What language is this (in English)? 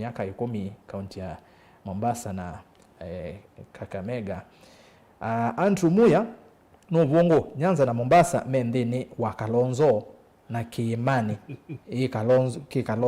Kamba